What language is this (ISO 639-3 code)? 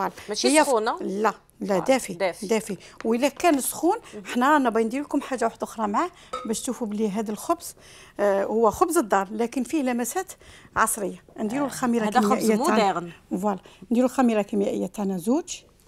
arq